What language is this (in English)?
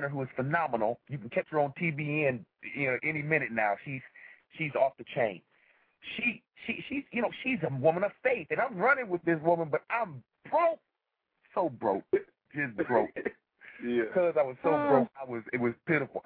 English